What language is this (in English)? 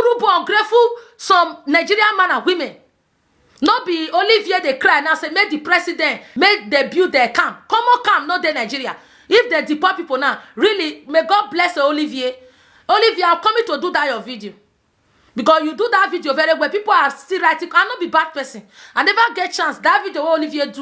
Nigerian Pidgin